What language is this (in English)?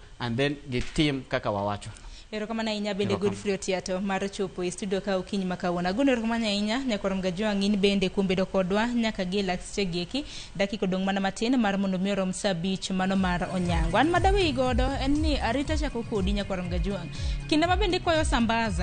Luo (Kenya and Tanzania)